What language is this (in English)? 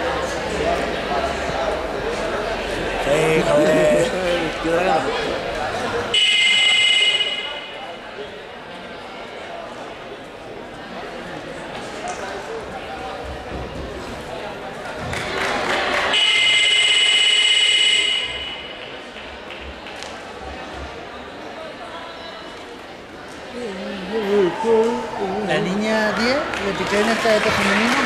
Spanish